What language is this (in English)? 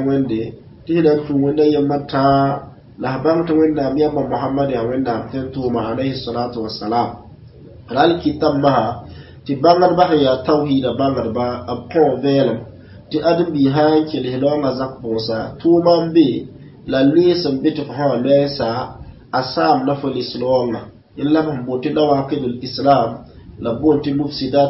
Mossi